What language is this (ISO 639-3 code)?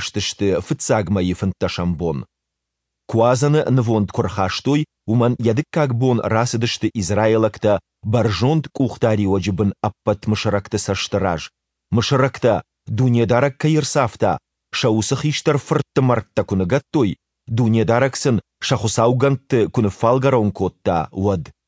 oss